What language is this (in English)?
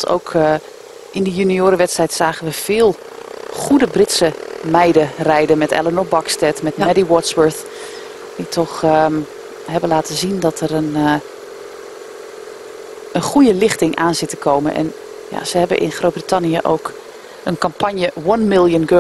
Dutch